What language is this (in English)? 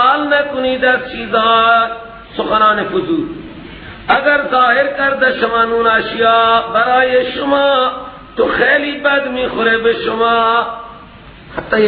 Persian